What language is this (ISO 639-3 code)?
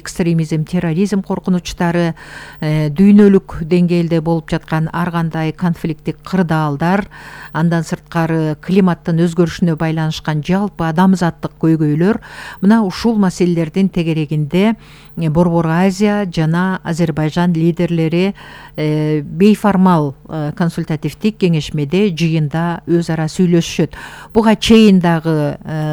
kir